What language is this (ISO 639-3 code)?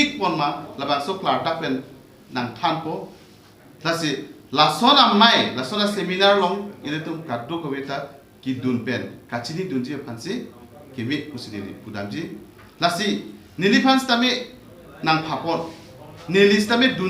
mjw